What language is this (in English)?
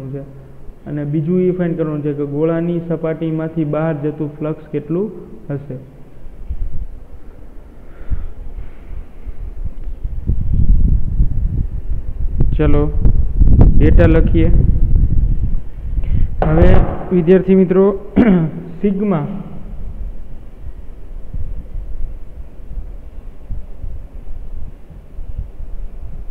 Gujarati